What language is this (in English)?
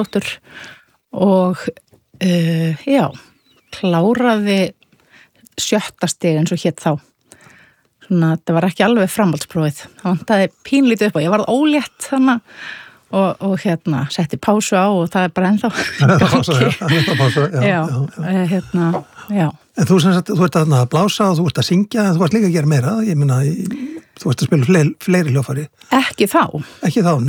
Icelandic